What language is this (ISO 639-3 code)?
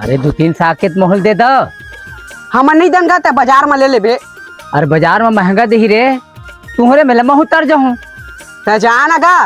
hne